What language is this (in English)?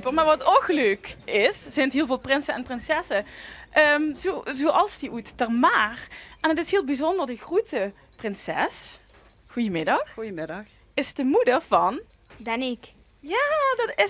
Limburgish